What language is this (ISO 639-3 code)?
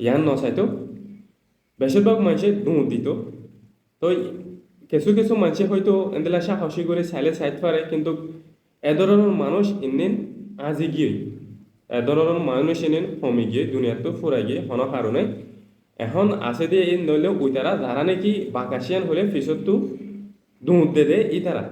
rhg